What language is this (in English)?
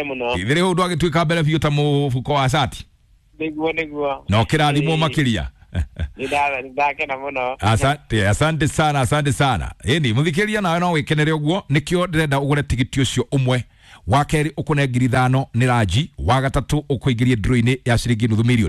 Kikuyu